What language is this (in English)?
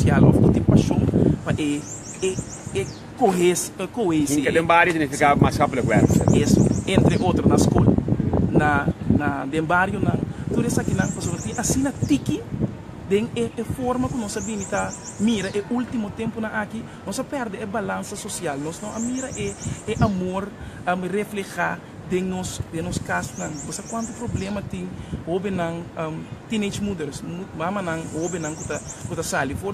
Papiamento